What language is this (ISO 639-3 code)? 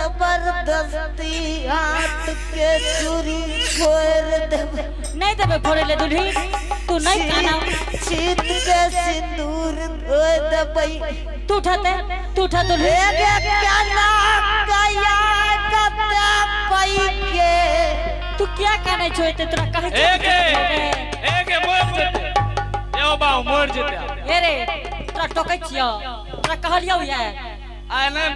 anp